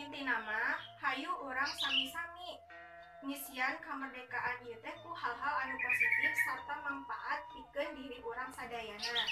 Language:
Sundanese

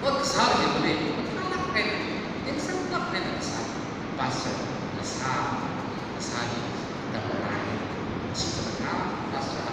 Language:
Tangkhul Naga (India)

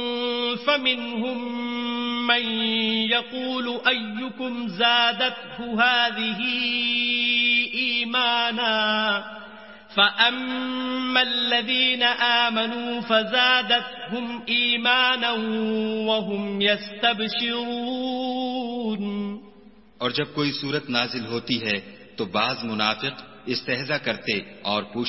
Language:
Urdu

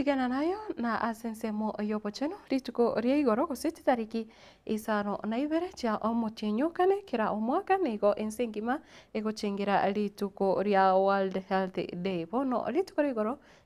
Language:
Gusii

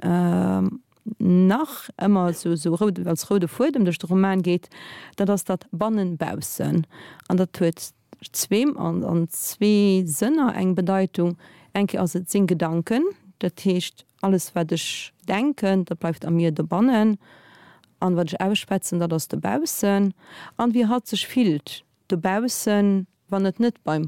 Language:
Luxembourgish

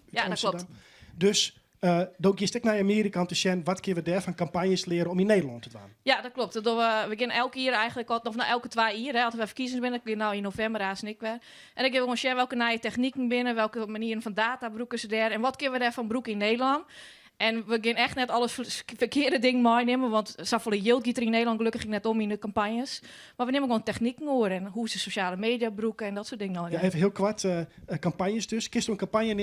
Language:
Western Frisian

